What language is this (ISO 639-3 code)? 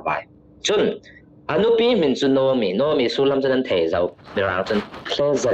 cfm